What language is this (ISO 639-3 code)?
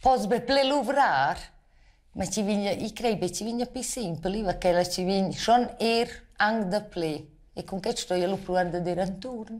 roh